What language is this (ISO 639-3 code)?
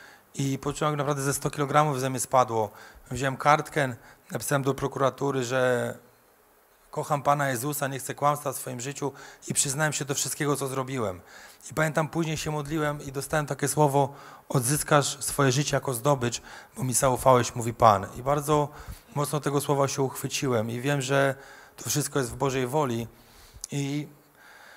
pol